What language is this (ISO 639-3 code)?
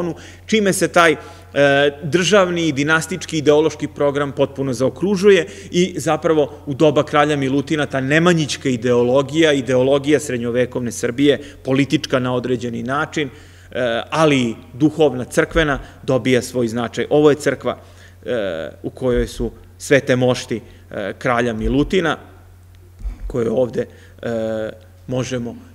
srp